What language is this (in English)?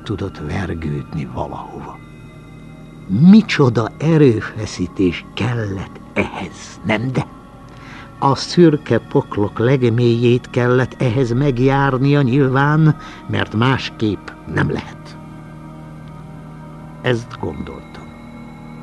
Hungarian